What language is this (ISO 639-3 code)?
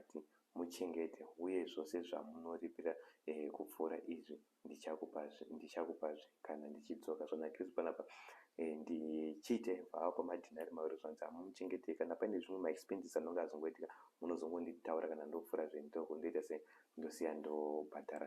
sna